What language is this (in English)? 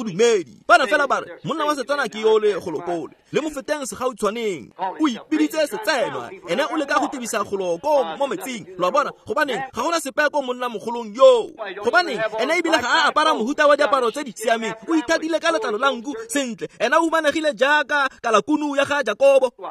Tswana